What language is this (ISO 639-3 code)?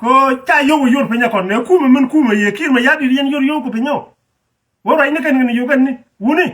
nus